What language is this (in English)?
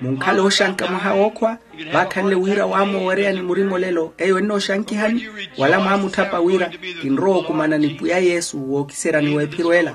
Makhuwa